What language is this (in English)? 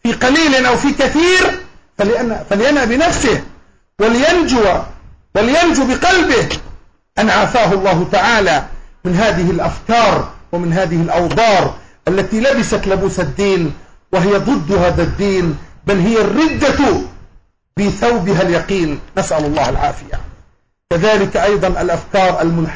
Arabic